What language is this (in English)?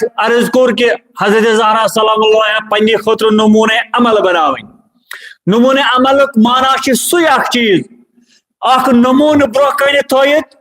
Kashmiri